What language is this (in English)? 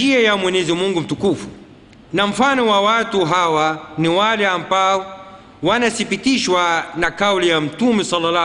Swahili